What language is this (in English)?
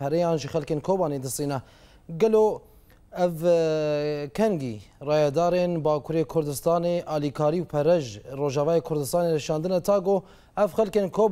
Kurdish